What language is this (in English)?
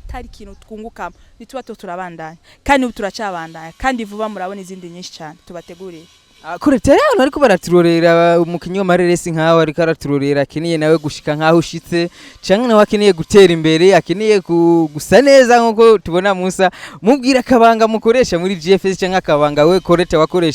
Rundi